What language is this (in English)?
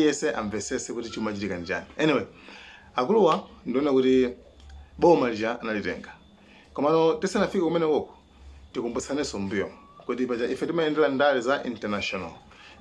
Nyanja